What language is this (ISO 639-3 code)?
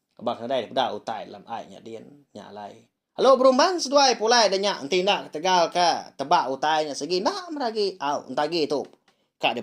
iba